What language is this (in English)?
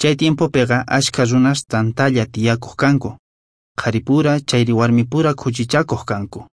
South Bolivian Quechua